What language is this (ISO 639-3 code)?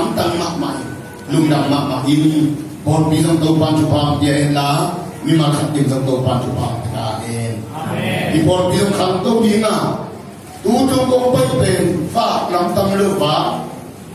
ctd